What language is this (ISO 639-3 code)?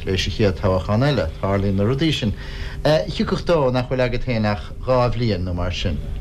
gle